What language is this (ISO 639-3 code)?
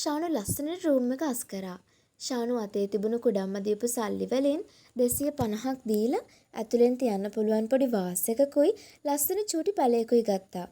sin